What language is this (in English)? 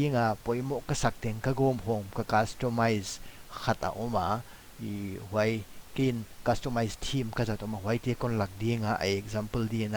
Paite Chin